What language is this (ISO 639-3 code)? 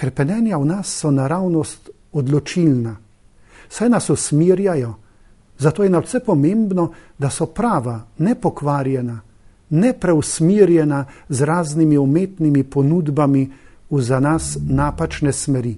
slv